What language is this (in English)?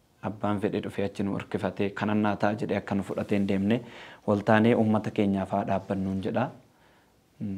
Oromo